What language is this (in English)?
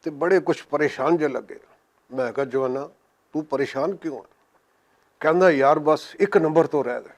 Western Panjabi